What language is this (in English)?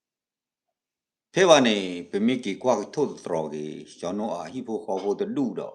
S'gaw Karen